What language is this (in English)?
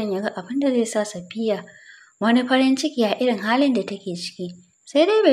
Hausa